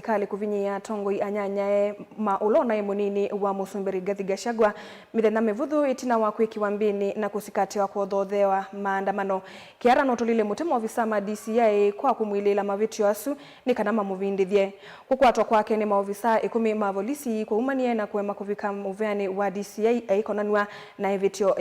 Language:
Kamba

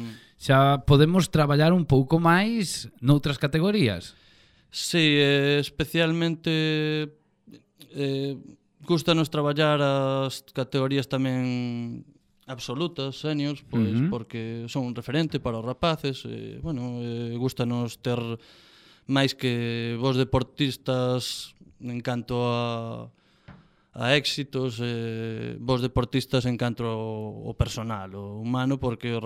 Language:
Galician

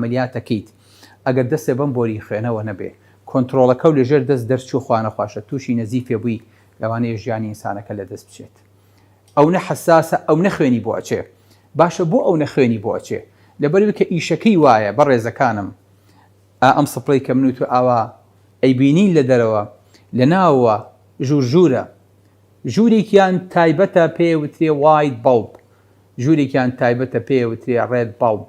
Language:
Central Kurdish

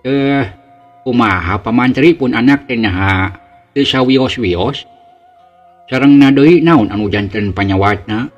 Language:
Sundanese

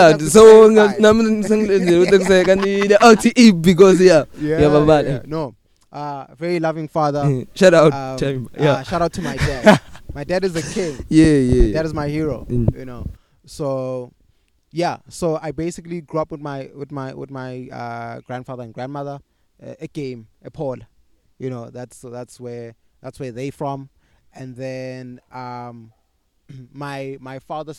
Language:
English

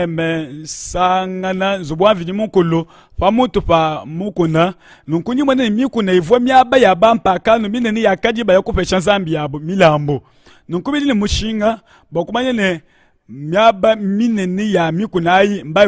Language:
Luba-Lulua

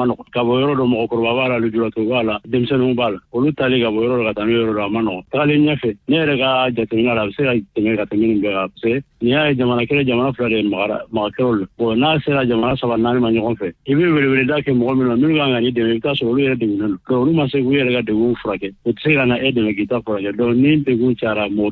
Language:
Bambara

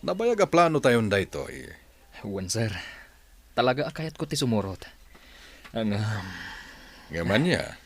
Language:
Iloko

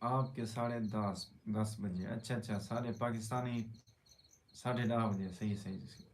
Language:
Saraiki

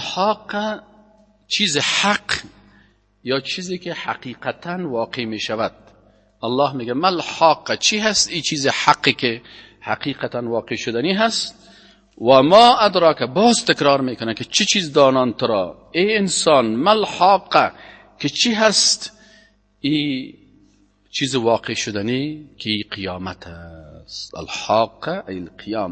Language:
Persian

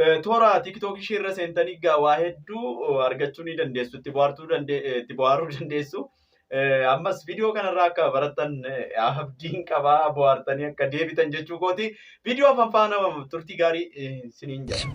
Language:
Oromo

